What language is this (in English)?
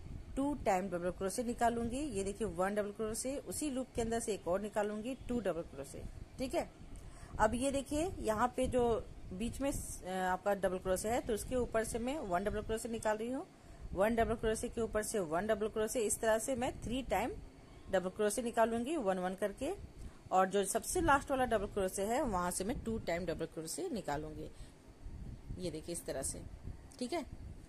Hindi